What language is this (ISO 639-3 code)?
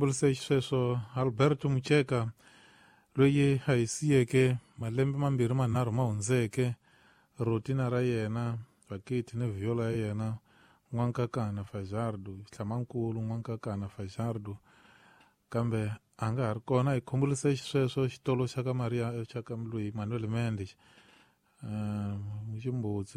tso